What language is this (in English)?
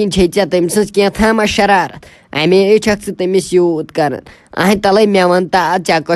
Kashmiri